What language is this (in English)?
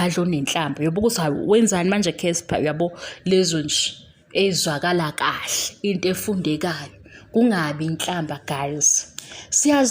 Zulu